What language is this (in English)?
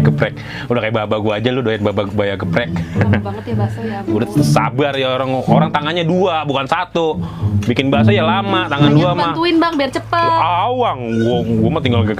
Betawi